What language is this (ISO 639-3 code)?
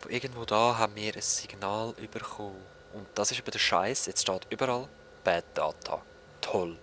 gsw